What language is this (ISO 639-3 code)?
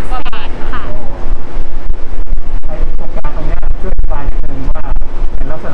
tha